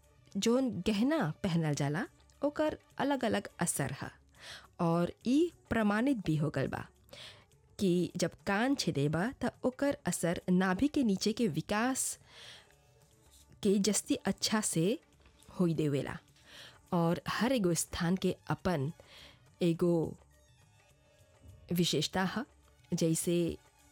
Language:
Bhojpuri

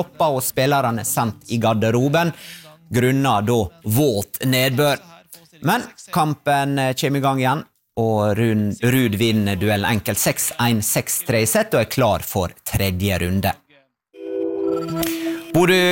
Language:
Norwegian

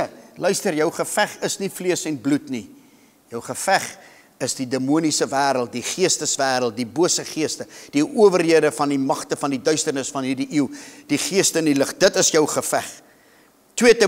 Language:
Afrikaans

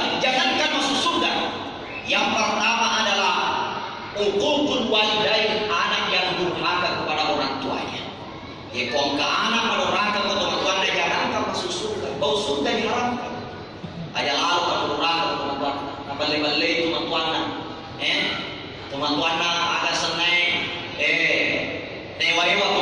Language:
Buginese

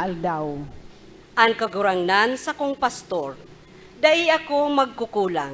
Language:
Bikol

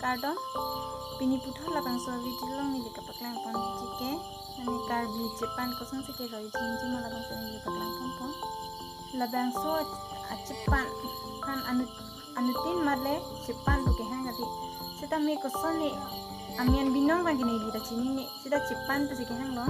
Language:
Karbi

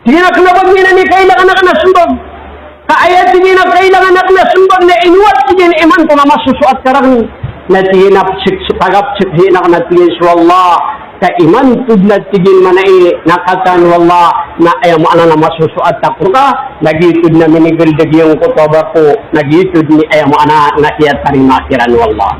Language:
Maranao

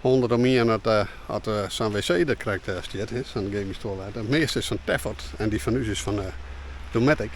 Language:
Western Frisian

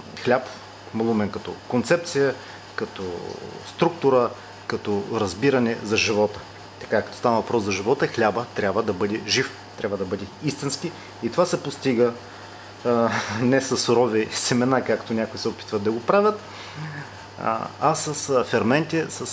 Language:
Bulgarian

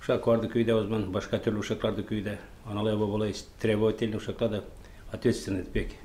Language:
Gagauz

